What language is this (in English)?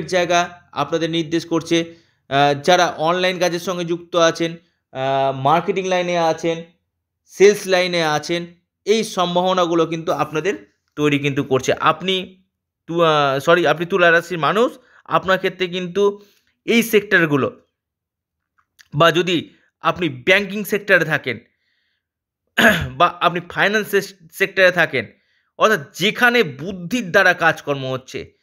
Bangla